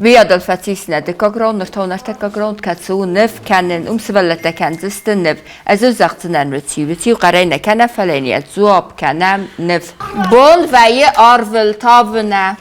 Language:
Ossetic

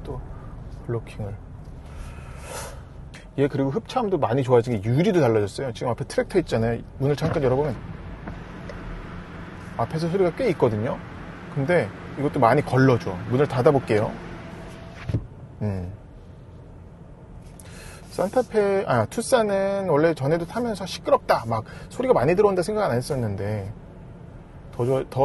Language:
Korean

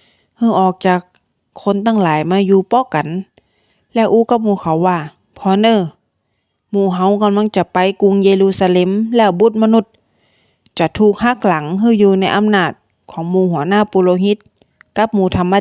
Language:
Northern Thai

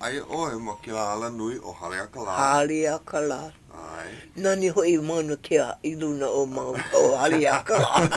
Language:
Hawaiian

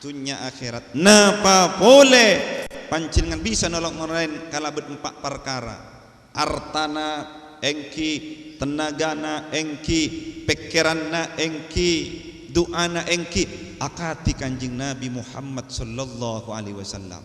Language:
Madurese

